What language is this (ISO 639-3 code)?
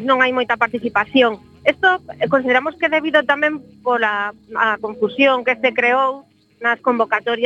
glg